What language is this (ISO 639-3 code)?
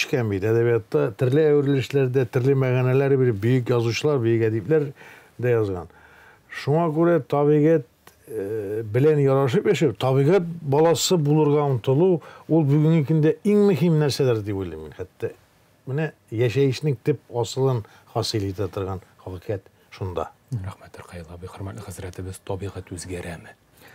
tat